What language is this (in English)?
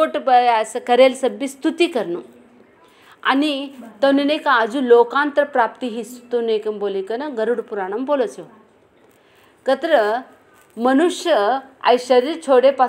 Marathi